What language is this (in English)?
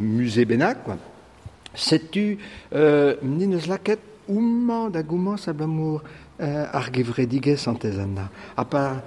Breton